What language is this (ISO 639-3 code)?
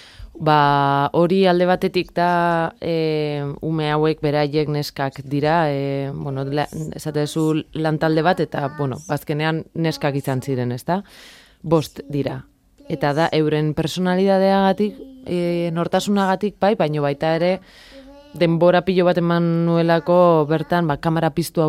eus